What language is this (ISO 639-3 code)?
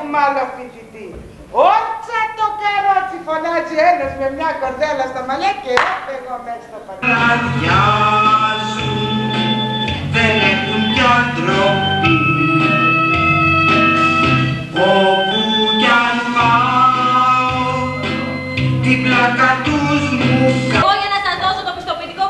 ell